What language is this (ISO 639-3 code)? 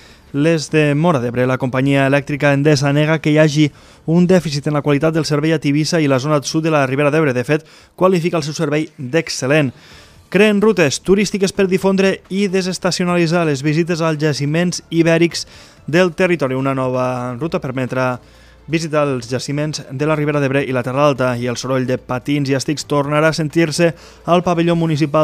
cat